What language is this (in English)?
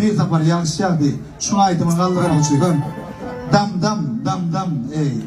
Turkmen